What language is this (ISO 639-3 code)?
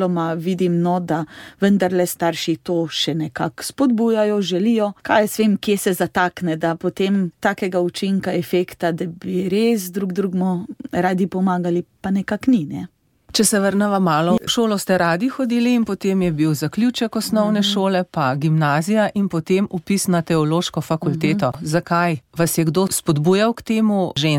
slv